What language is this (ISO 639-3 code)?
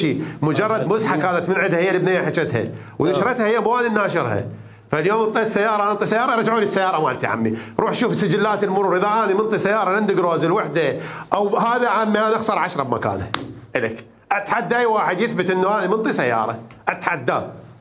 acm